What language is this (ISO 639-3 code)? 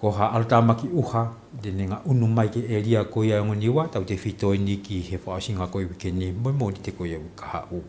ton